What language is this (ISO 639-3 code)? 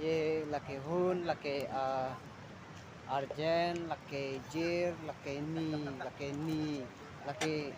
mjw